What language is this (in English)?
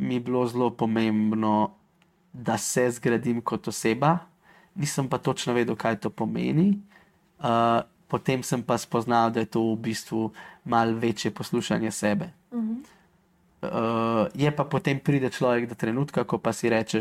Slovenian